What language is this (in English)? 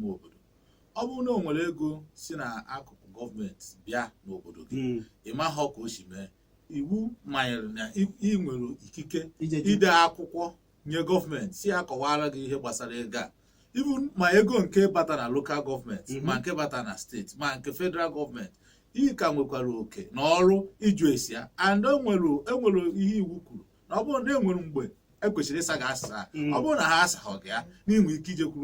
Igbo